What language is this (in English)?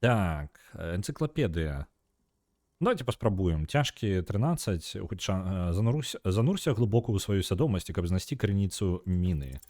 Belarusian